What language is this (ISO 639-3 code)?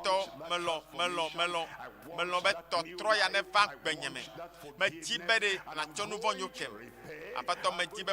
ewe